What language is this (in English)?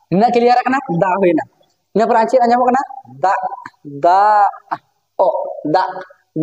Santali